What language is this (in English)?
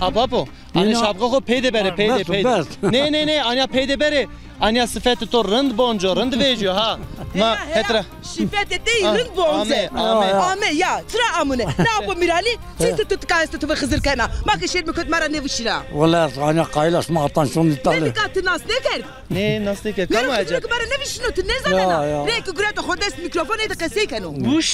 Zaza